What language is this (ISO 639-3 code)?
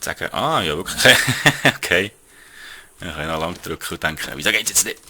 gsw